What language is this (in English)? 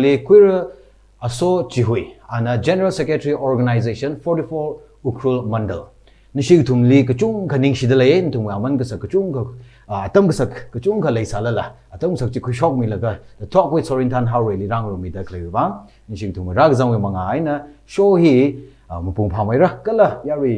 Tangkhul Naga (India)